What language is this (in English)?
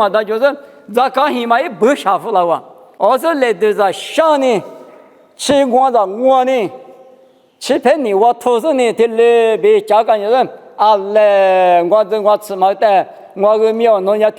Lisu